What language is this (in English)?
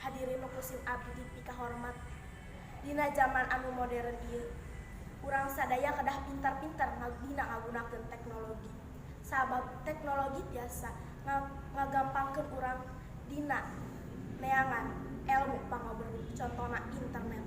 Sundanese